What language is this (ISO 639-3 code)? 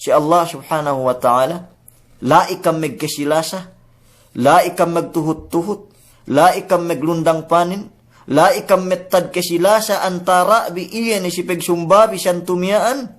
yka